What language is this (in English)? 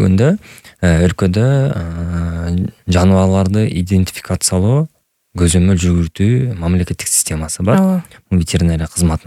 Kyrgyz